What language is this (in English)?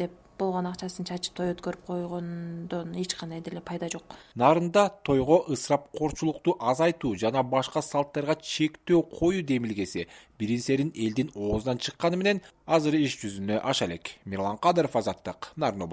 Kyrgyz